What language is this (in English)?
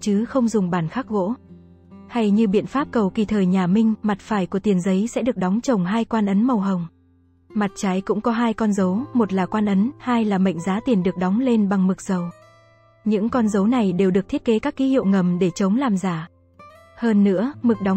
Vietnamese